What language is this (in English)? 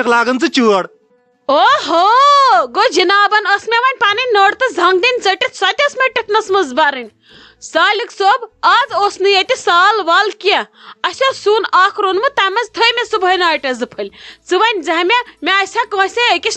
Kashmiri